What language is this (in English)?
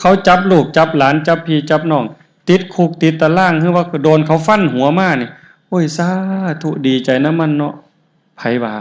Northeastern Thai